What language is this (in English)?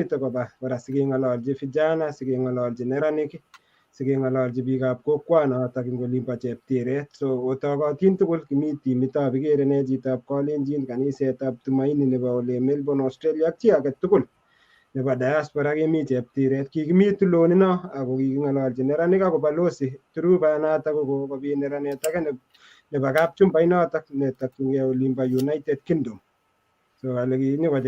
Kalenjin